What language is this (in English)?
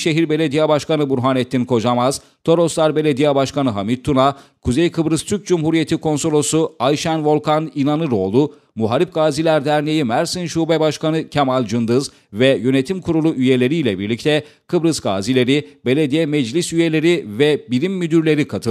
Turkish